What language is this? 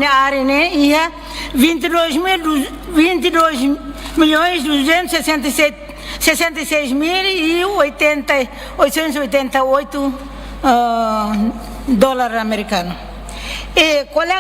Tetum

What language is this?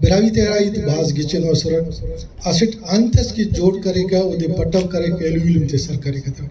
Brahui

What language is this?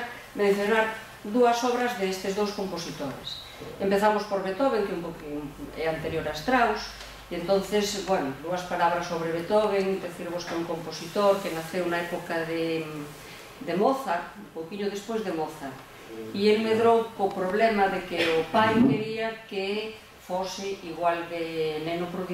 Galician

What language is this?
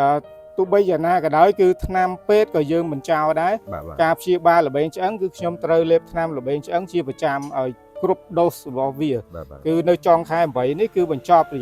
Khmer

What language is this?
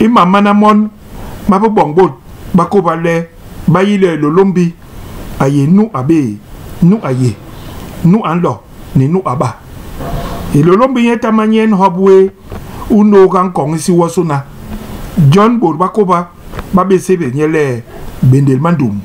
Basaa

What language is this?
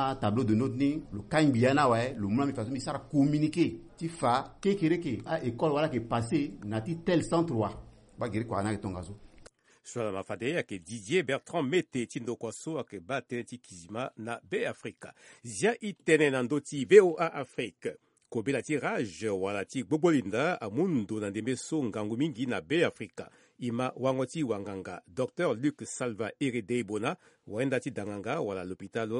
Sango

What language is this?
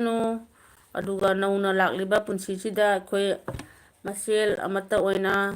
Manipuri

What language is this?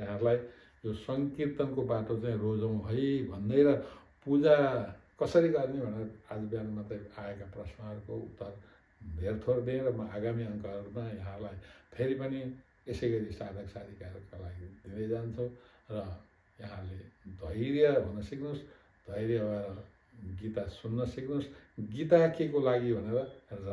Nepali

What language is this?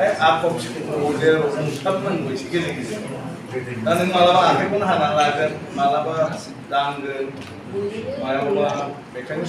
Bodo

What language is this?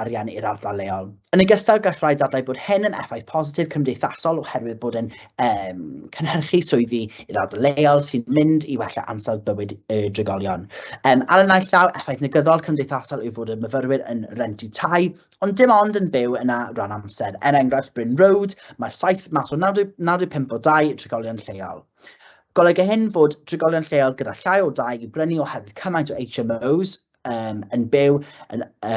Welsh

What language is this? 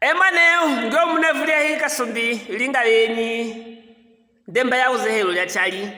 Luvale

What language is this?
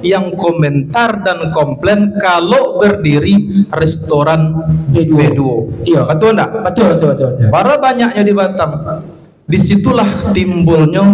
Minangkabau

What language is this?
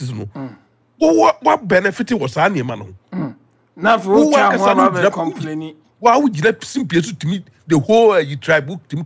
Akan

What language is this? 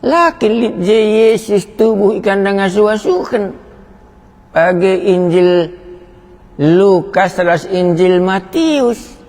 Batak Karo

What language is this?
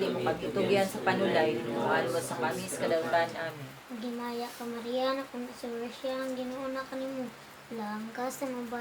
Cebuano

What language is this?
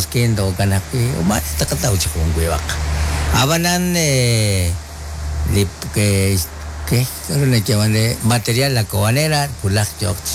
Kekchí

